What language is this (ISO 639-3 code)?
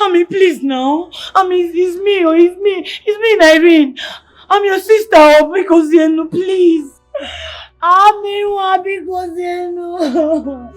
pcm